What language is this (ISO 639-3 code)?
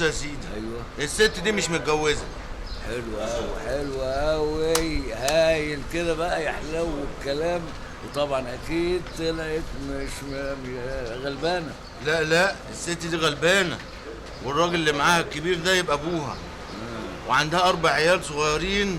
arz